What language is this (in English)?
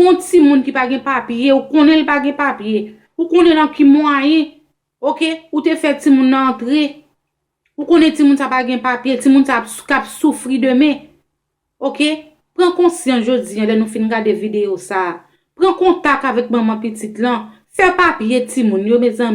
Haitian Creole